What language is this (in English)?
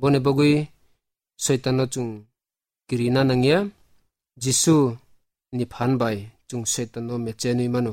Kok Borok